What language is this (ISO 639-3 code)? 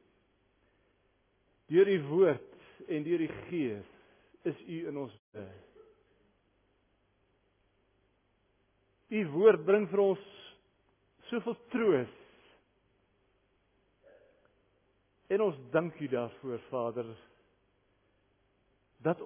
afr